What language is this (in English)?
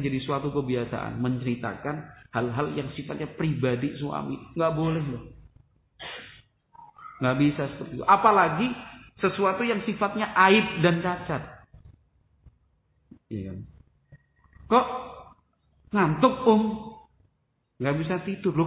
Indonesian